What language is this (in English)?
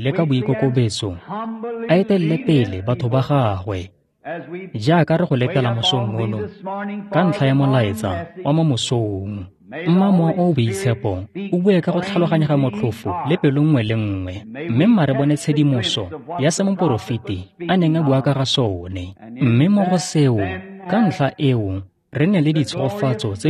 Tswana